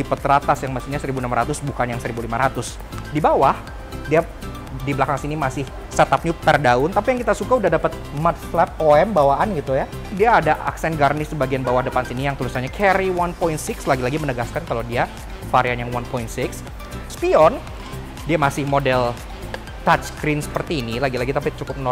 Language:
Indonesian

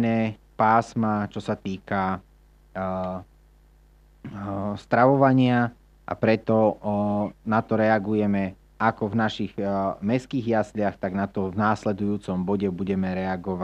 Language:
Slovak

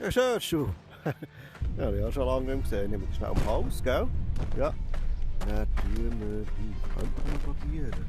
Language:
Swiss German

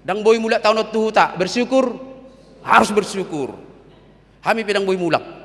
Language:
Batak Toba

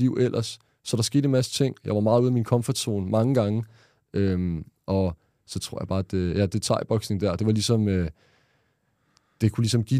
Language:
Danish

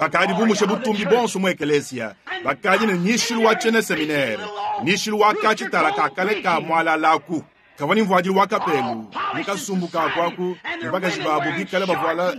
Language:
Luba-Lulua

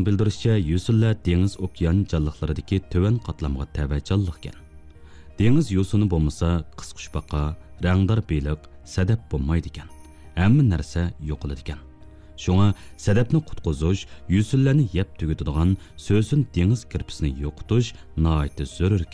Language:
Uyghur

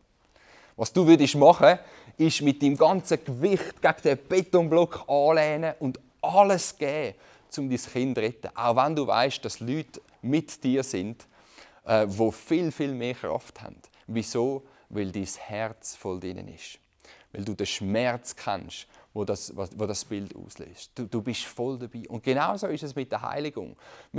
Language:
Swiss German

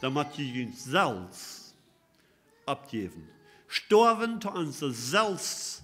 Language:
Plautdietsch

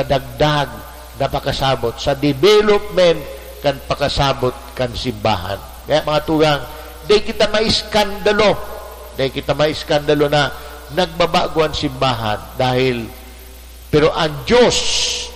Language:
Bikol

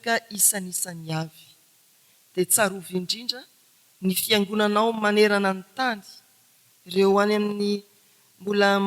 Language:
Malagasy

